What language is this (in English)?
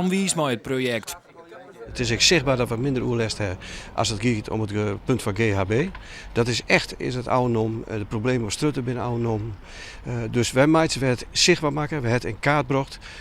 Western Frisian